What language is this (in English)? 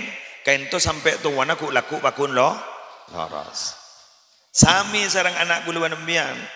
Madurese